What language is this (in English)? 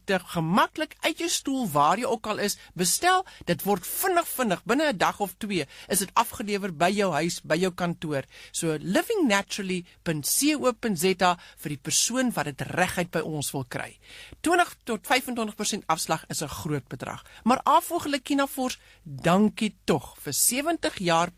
Afrikaans